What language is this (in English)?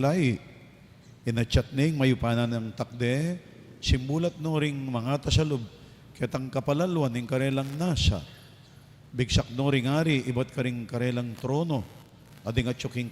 Pampanga